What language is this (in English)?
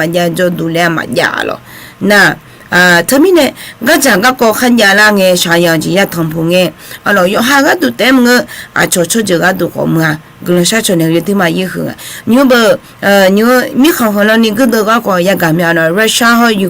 Akha